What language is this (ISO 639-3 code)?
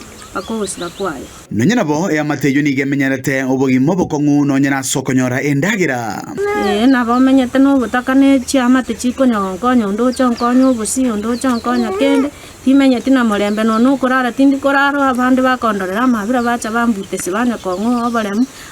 guz